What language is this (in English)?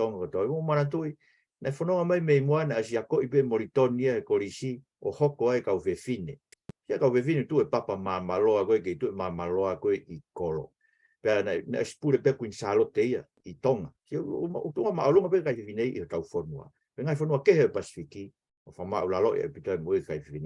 Tongan